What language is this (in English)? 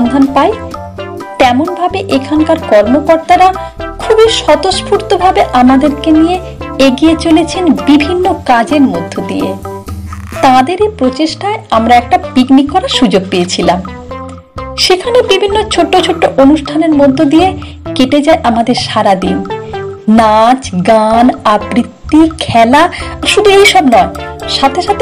Bangla